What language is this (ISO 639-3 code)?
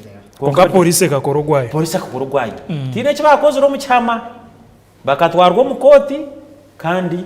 nyn